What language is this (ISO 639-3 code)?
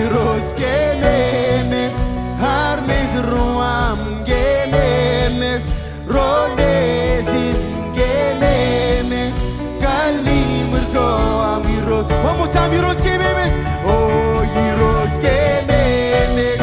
mah